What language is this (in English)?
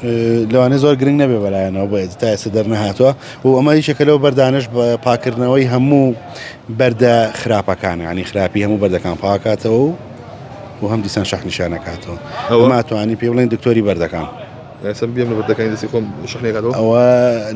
Central Kurdish